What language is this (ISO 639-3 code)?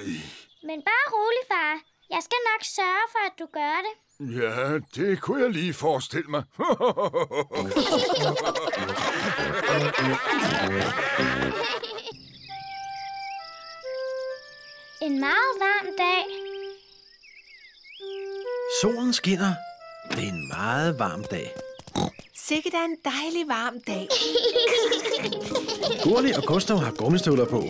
dan